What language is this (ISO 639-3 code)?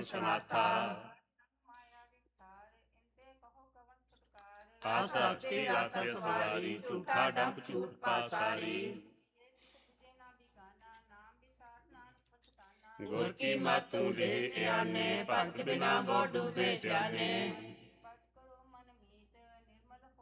pan